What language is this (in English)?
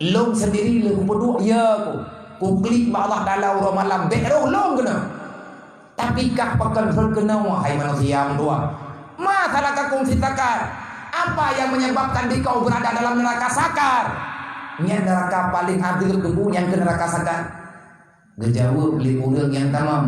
Achinese